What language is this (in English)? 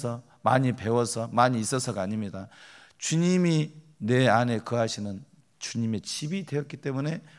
Korean